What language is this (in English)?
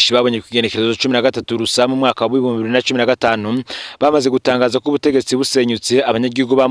Rundi